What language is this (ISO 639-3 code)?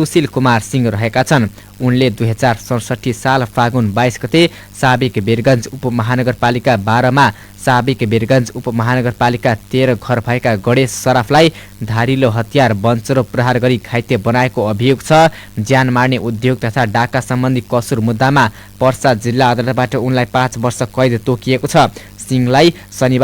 nep